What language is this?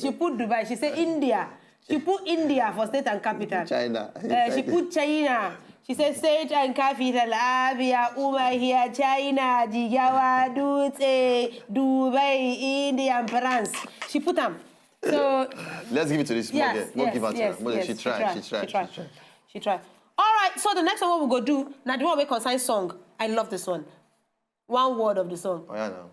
Nigerian Pidgin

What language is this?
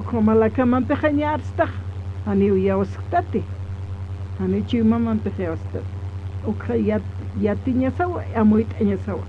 Aymara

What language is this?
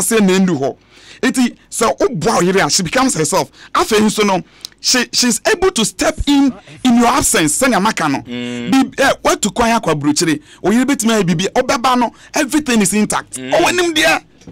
Akan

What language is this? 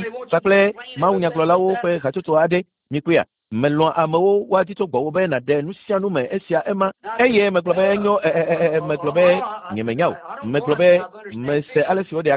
Ewe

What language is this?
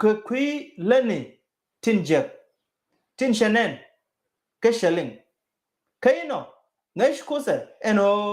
Nuer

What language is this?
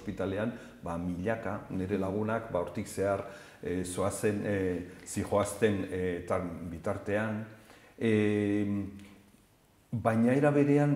Basque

